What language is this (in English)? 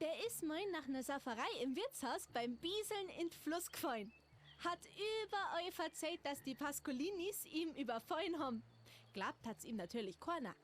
Bavarian